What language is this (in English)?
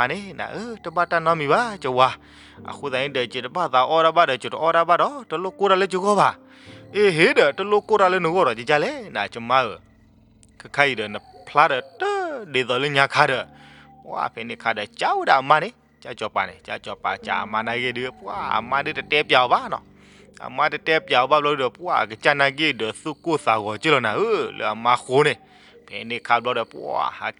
S'gaw Karen